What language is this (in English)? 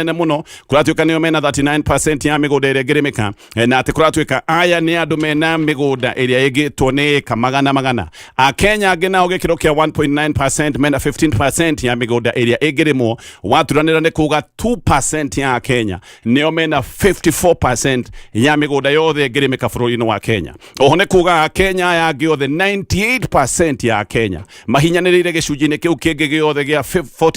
Kikuyu